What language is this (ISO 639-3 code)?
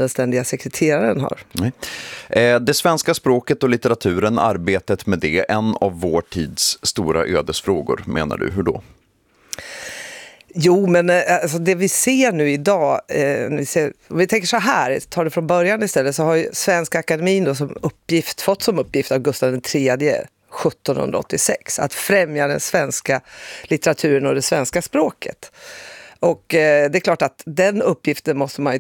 swe